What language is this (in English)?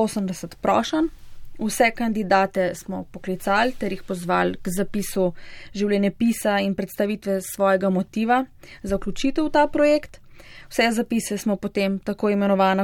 Slovenian